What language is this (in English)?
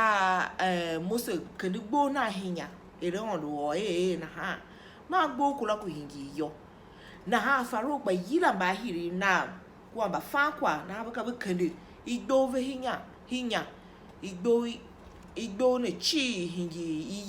Tiv